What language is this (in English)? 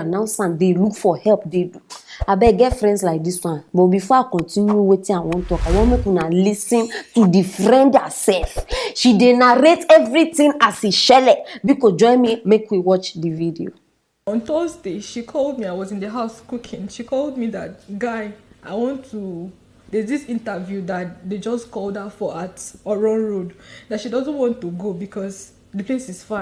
Nigerian Pidgin